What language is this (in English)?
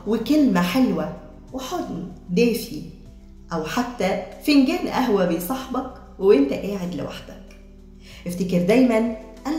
Egyptian Arabic